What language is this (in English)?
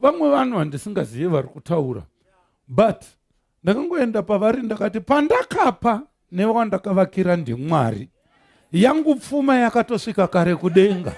Shona